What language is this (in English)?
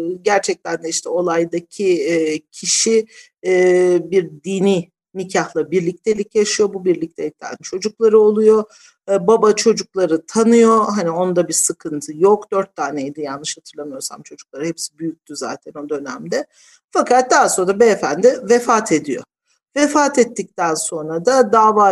Turkish